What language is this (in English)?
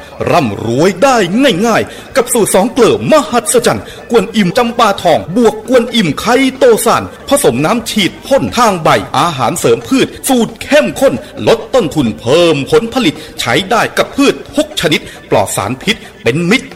Thai